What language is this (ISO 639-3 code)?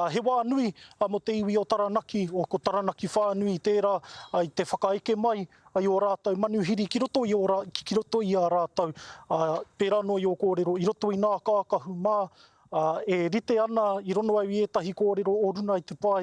mri